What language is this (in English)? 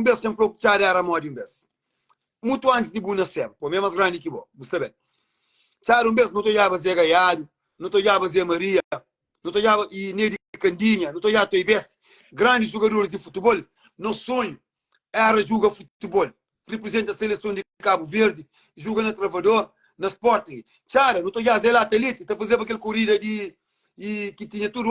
Kabuverdianu